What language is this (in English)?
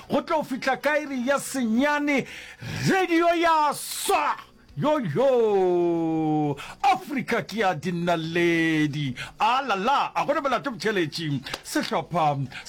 Northern Sotho